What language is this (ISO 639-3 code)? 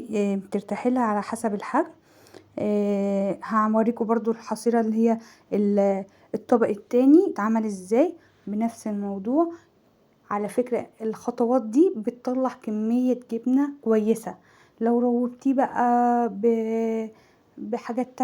arz